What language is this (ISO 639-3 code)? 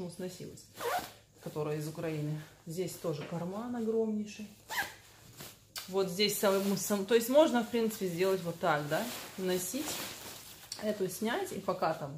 rus